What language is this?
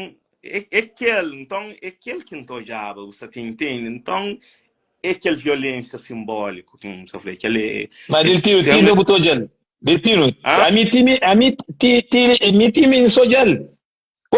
Kabuverdianu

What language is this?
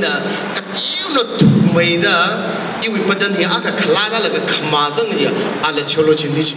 Tangkhul Naga (India)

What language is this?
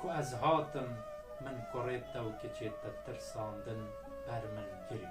Kurdish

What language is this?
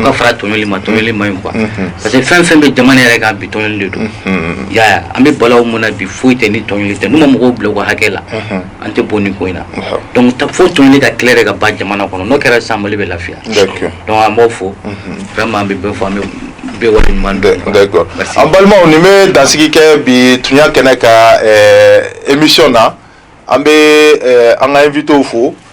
Bambara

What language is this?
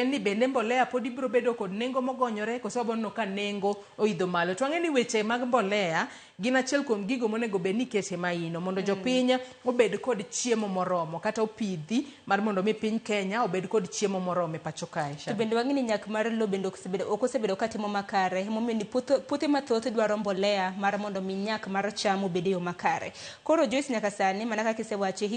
Luo (Kenya and Tanzania)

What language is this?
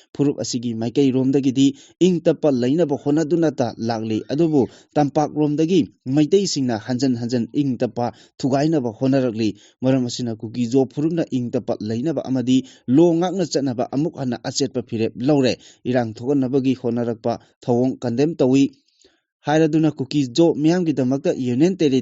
Manipuri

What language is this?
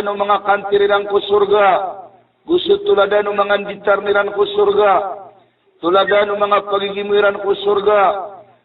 Maranao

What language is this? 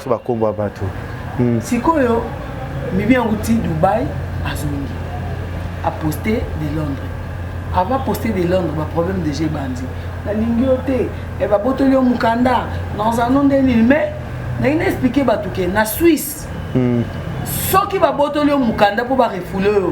Lingala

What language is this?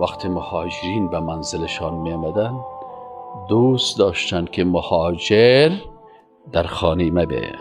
Persian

